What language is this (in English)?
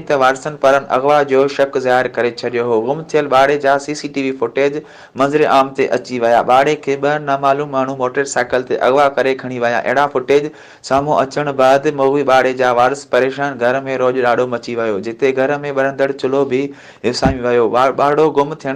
Sindhi